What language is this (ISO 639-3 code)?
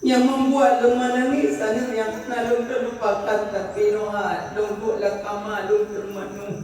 ace